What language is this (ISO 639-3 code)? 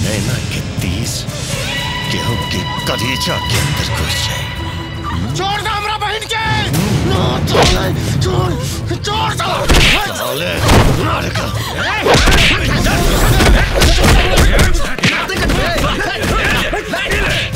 bho